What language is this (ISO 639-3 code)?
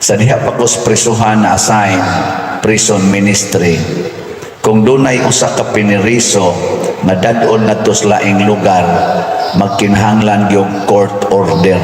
ceb